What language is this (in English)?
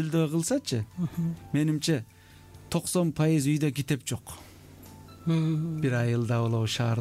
Kyrgyz